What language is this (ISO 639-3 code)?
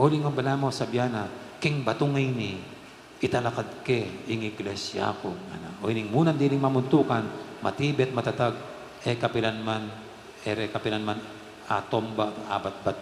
pam